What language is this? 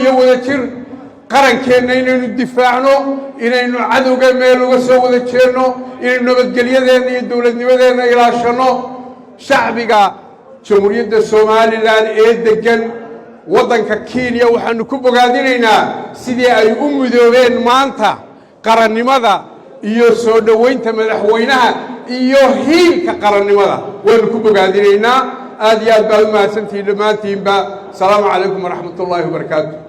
Somali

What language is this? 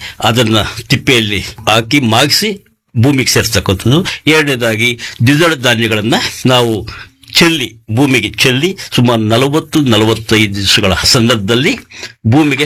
Kannada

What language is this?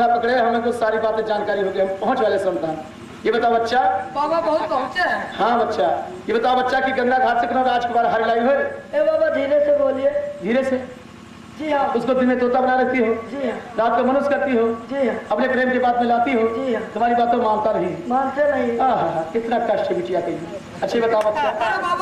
Hindi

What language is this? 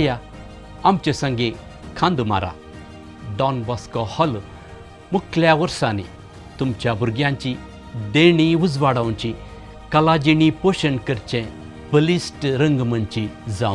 Konkani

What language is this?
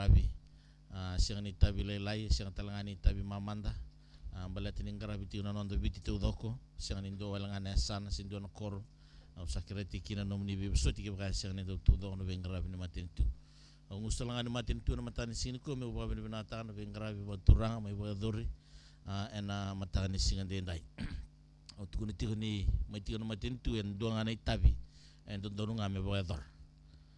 Fijian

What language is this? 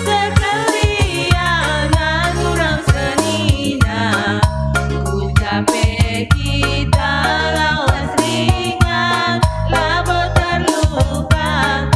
Batak Karo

